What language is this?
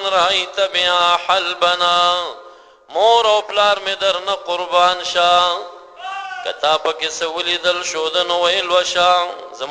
Pashto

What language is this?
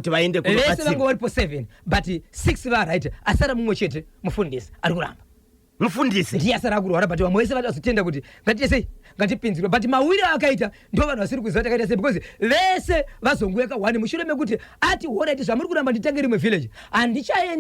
Shona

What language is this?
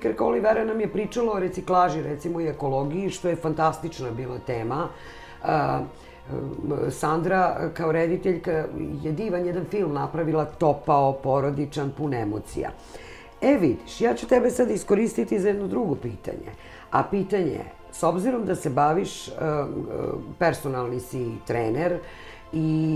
Serbian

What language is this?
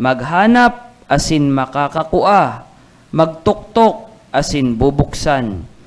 Bikol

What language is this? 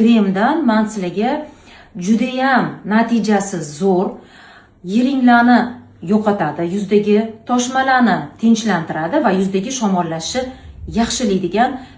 Uzbek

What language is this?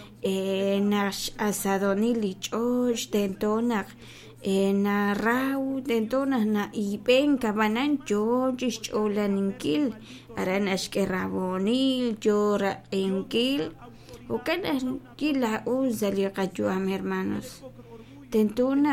Kekchí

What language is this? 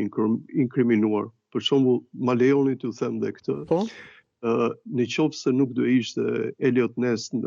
Albanian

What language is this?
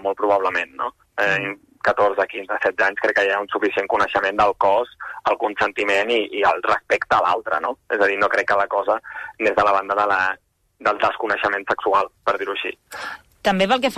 Catalan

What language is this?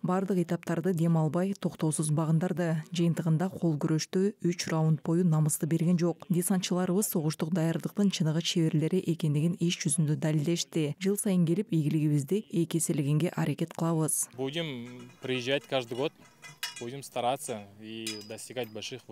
Kyrgyz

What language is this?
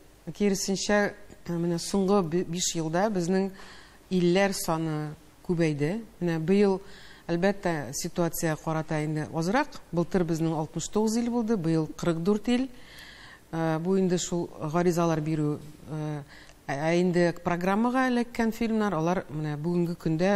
Tatar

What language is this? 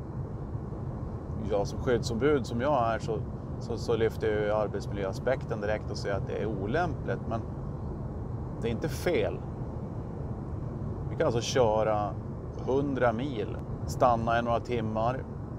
Swedish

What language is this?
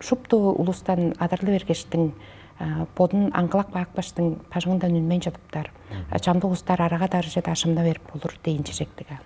Tuvinian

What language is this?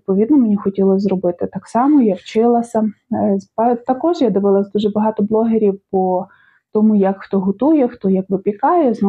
Ukrainian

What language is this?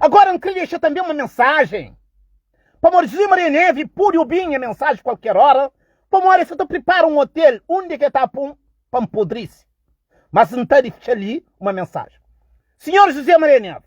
Kabuverdianu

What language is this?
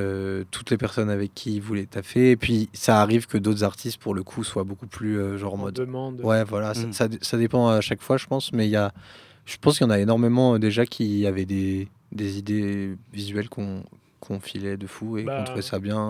French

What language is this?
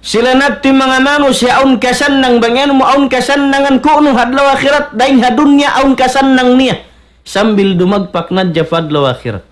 Tausug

